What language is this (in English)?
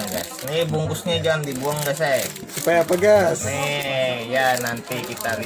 Banjar